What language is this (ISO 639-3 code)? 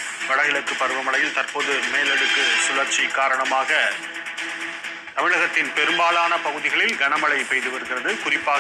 tam